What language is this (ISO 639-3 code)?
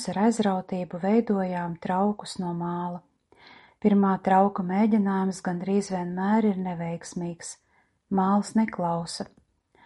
lav